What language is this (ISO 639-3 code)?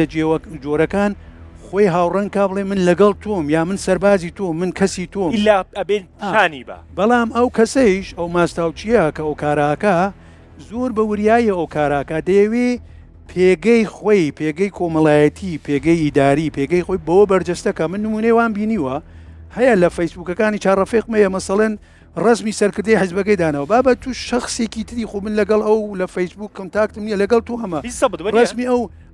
ckb